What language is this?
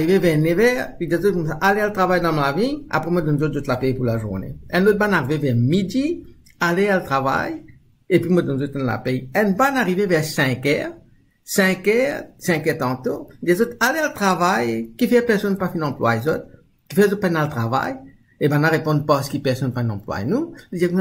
Morisyen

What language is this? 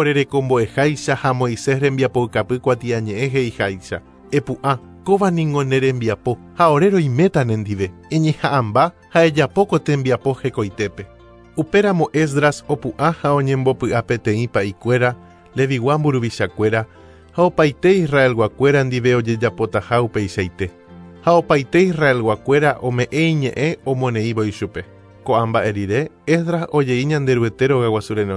Guarani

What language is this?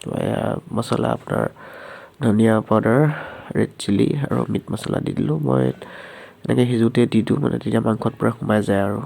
Assamese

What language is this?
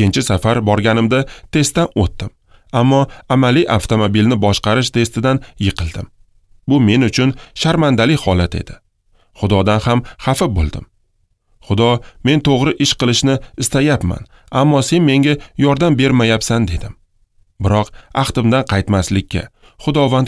Uzbek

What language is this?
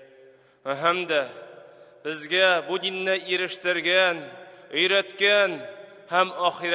Tatar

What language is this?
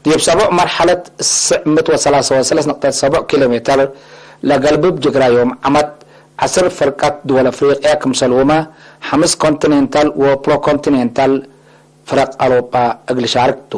Tigre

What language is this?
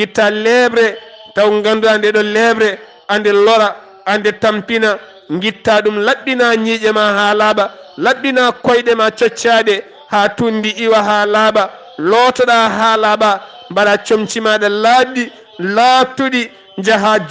Fula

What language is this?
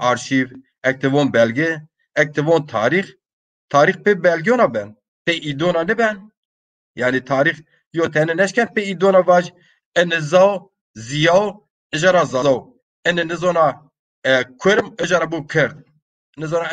Zaza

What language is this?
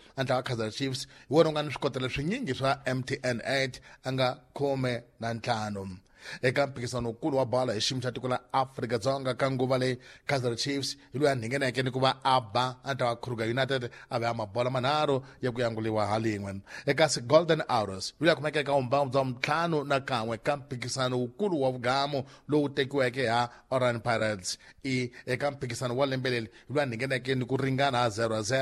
Tsonga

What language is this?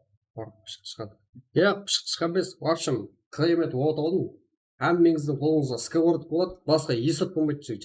Kara-Kalpak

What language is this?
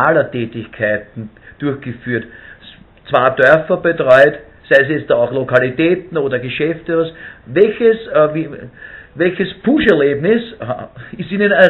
Bavarian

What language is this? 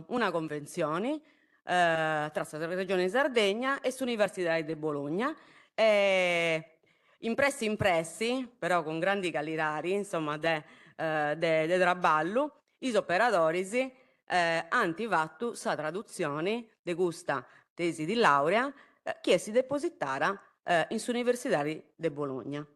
Sardinian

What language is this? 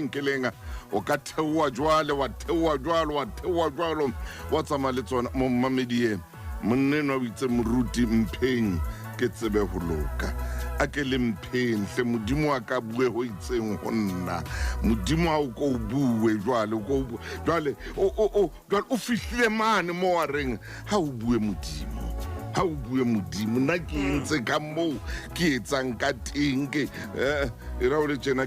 Southern Sotho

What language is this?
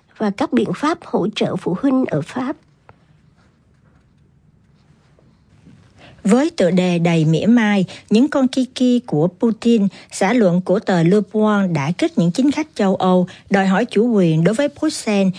Vietnamese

